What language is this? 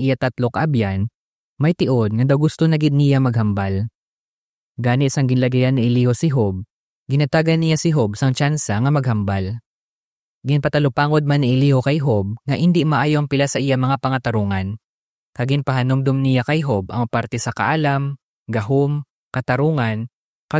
Hiligaynon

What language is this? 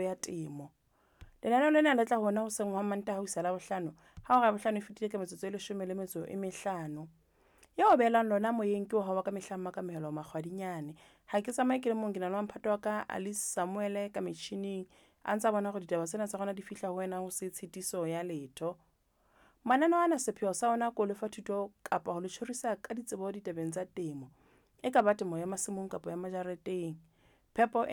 Southern Sotho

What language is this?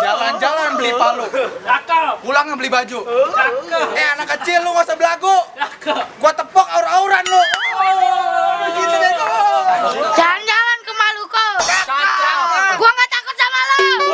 Betawi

